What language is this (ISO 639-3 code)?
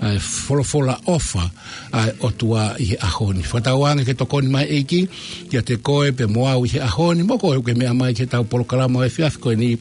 ton